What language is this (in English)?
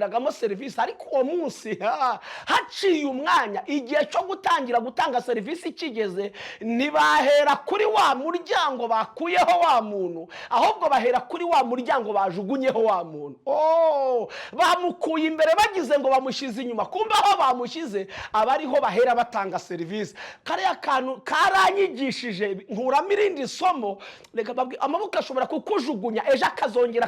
Kinyarwanda